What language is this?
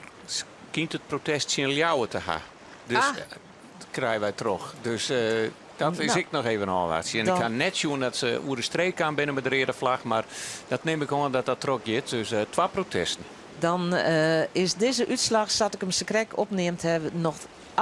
Western Frisian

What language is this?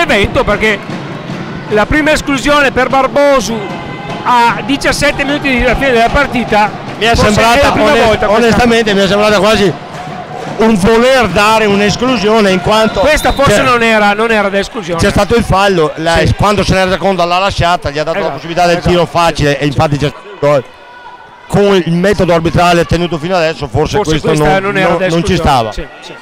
Italian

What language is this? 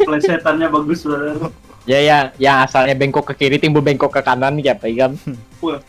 Banjar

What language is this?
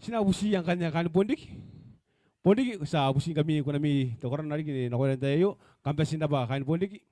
Gilbertese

